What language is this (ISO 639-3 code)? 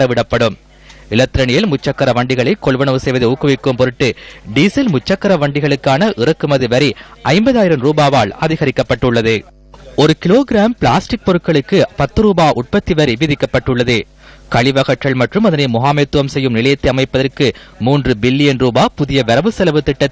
tam